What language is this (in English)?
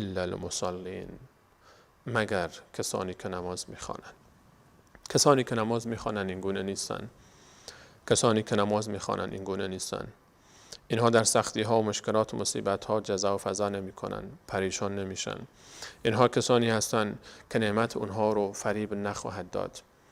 Persian